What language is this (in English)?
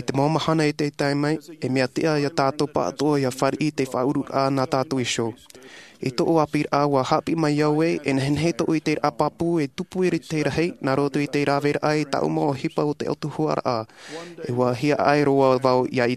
Tahitian